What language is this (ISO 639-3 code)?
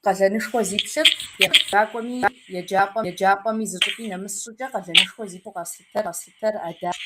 kbd